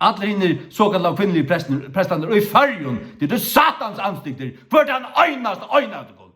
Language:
Faroese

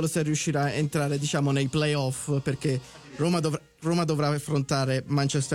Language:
Italian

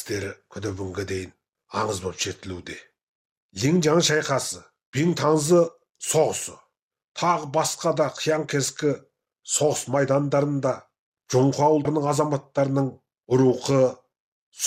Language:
Kazakh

